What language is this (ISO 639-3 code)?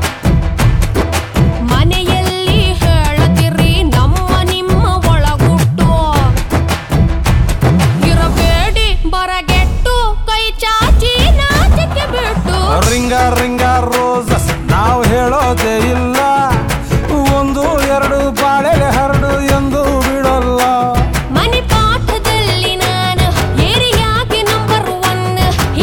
kan